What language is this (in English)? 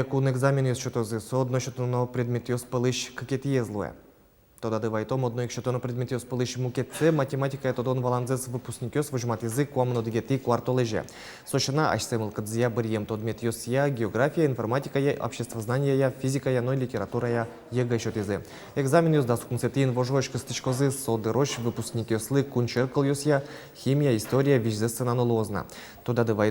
Udmurt